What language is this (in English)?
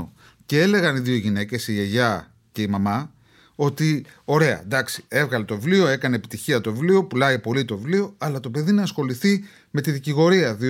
Greek